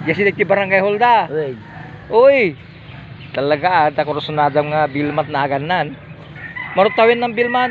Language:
Iloko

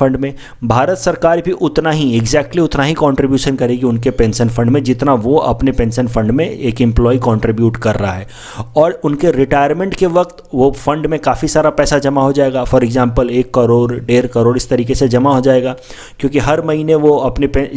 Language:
Hindi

